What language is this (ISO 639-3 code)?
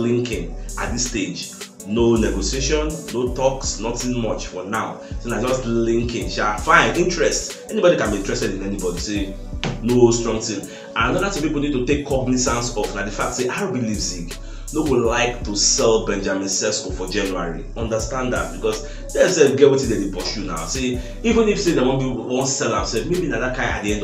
pcm